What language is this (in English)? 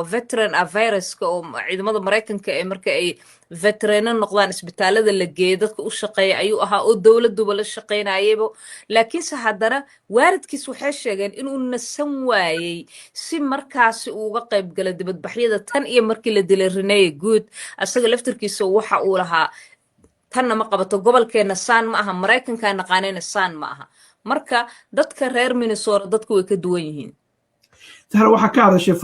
Somali